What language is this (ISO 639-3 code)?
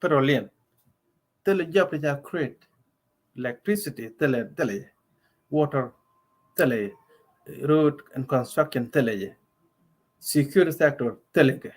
nus